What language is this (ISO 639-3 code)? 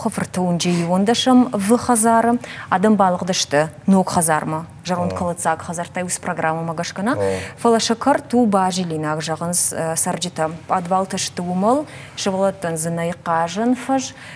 oss